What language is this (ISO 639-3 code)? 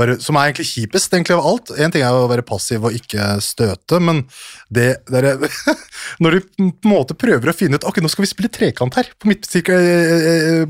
nor